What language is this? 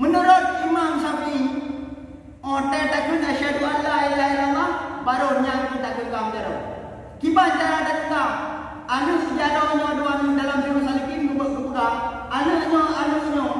Achinese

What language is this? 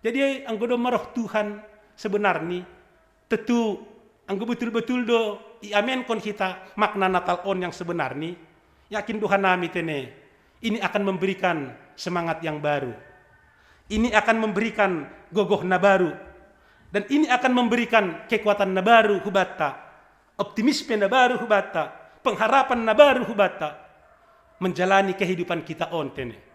Batak Simalungun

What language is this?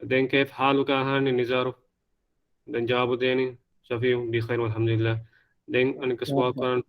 Divehi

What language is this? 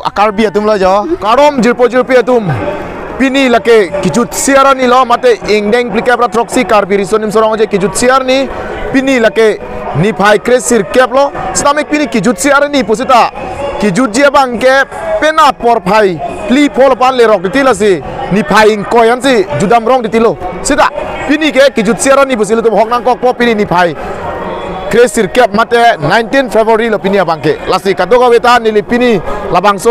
Karbi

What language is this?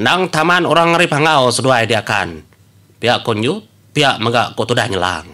Iban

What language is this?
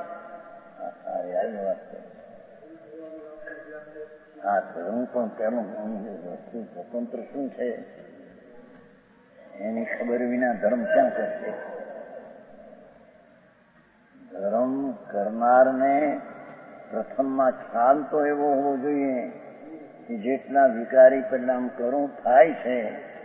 Gujarati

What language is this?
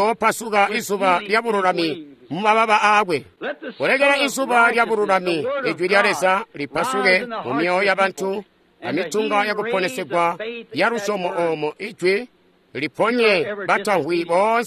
Tonga (Zambia)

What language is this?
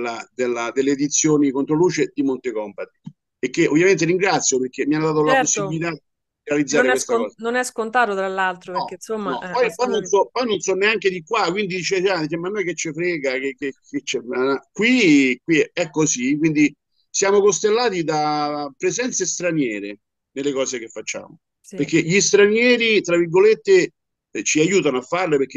Italian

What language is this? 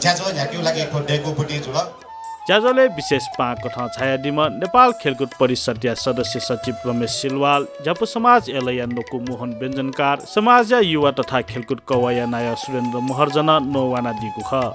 Newari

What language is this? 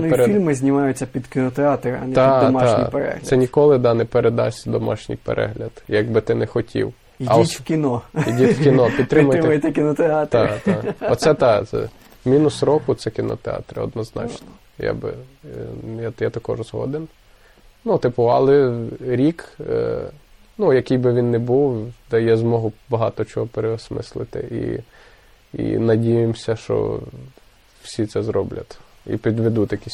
Ukrainian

